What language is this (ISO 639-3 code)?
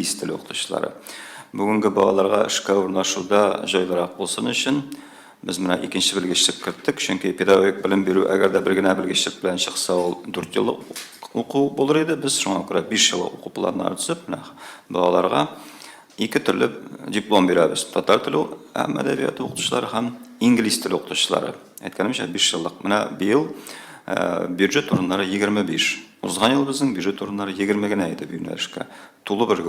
tat